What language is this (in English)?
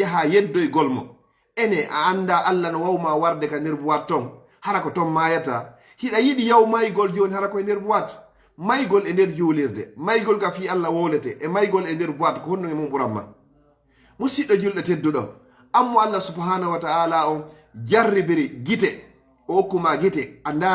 Fula